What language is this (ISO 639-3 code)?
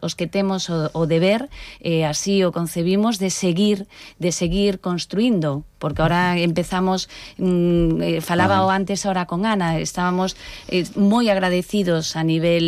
glg